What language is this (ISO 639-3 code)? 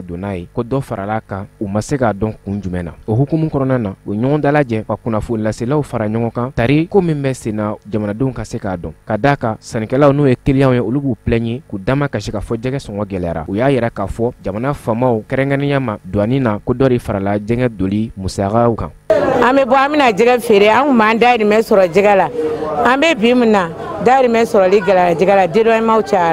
bam